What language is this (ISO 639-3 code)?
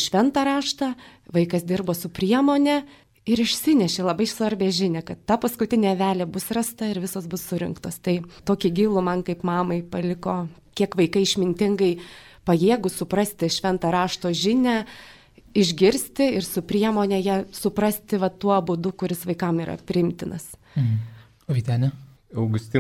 lit